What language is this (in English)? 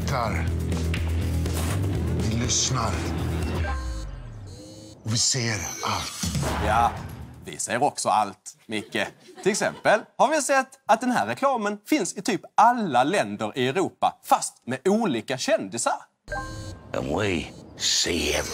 Swedish